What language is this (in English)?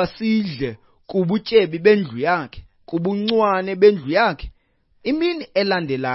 Xhosa